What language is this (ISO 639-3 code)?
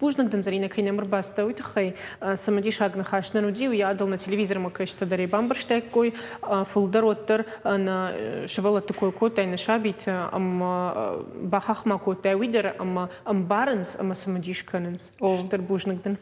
oss